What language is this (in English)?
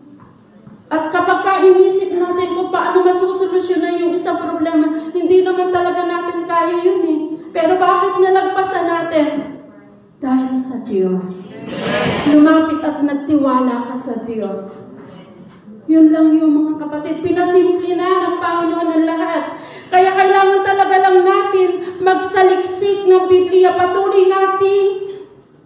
Filipino